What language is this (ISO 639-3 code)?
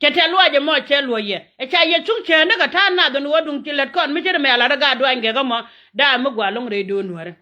nus